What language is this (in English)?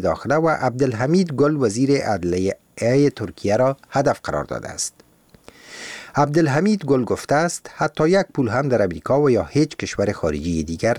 Persian